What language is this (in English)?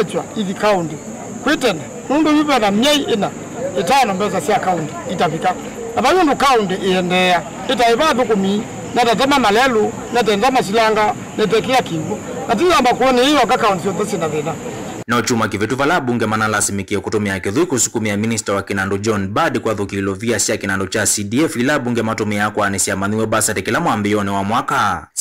Kamba